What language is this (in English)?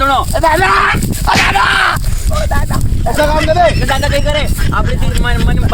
Rajasthani